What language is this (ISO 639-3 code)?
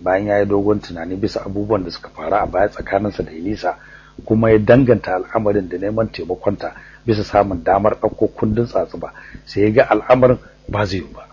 hau